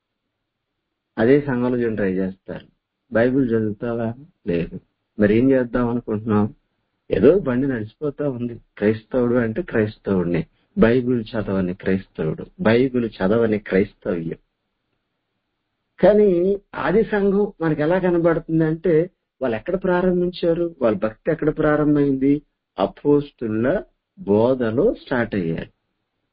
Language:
Telugu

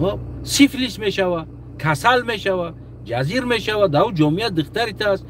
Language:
Tajik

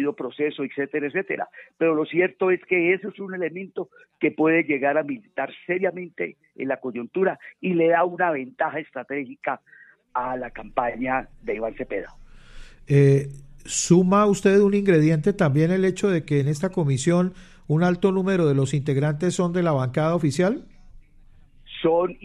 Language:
Spanish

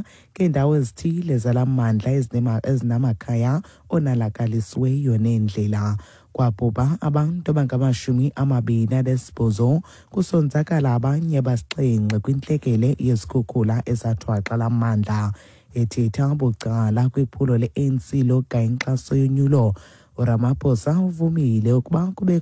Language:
Xhosa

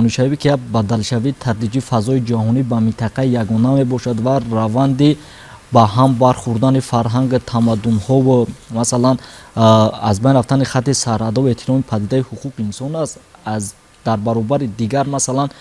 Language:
Tajik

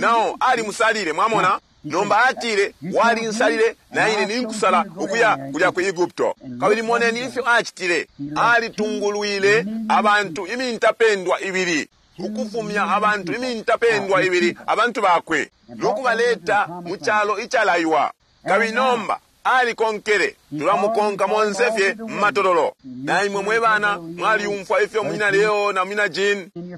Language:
Bemba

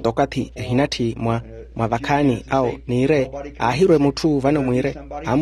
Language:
Makhuwa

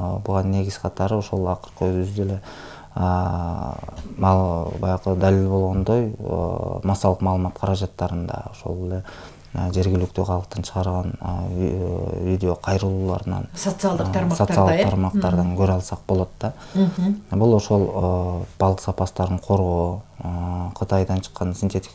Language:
Kyrgyz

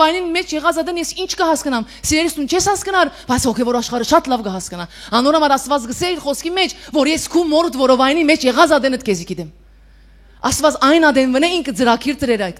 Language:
Western Armenian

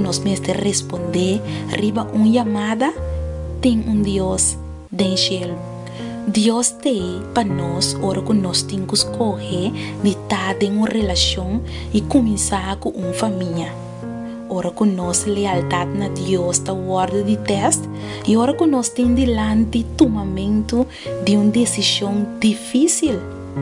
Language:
Papiamento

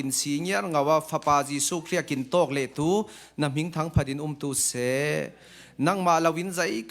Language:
Falam Chin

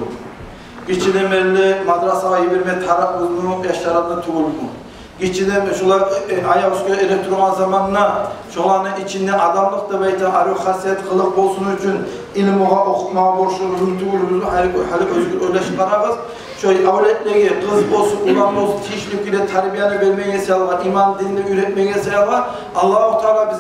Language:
Kumyk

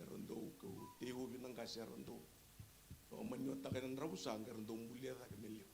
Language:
Fijian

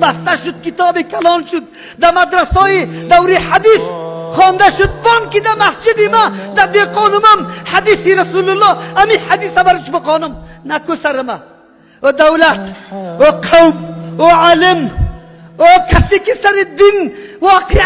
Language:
Tajik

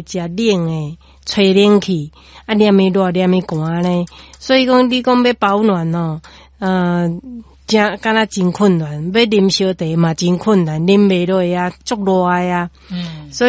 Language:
Min Nan Chinese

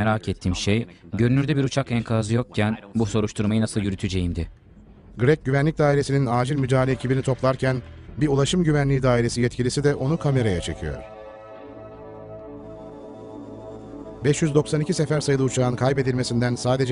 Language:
Turkish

